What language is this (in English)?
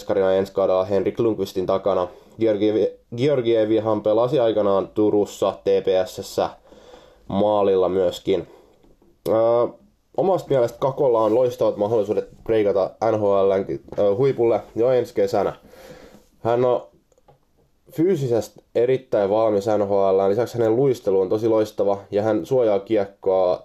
Finnish